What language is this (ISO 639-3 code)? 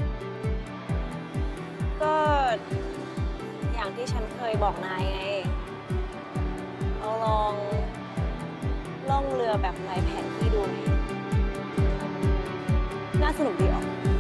tha